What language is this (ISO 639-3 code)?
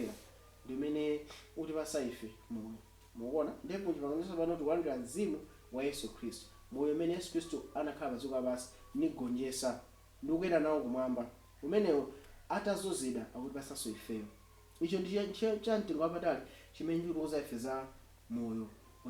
nya